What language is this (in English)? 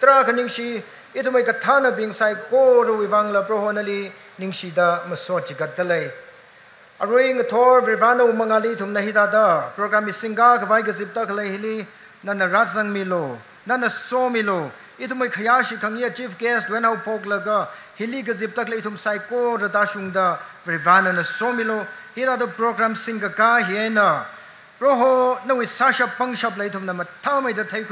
Tangkhul Naga (India)